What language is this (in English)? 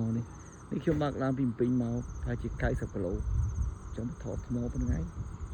Khmer